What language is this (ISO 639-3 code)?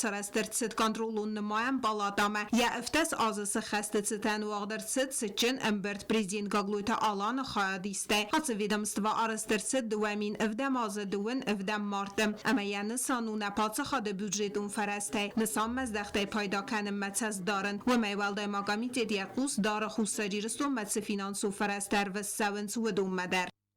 oss